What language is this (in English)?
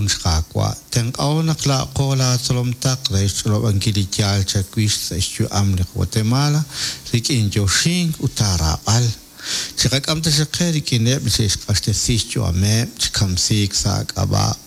Kekchí